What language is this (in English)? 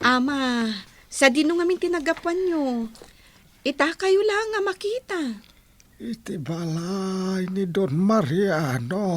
Iloko